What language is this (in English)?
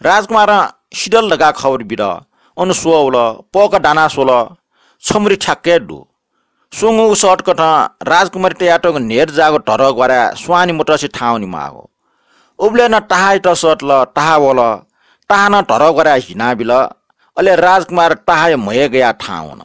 Newari